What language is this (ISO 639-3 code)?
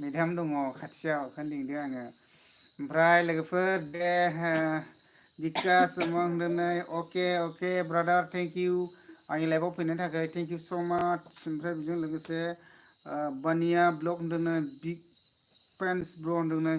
brx